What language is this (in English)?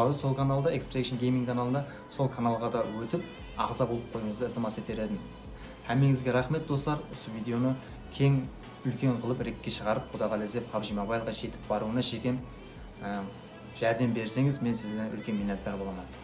Kara-Kalpak